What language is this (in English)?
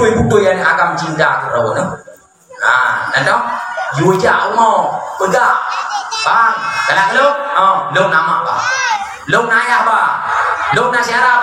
Achinese